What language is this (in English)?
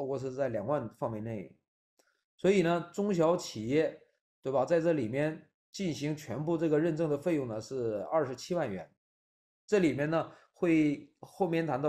Chinese